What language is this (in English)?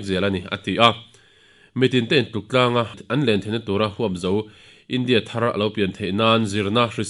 Mizo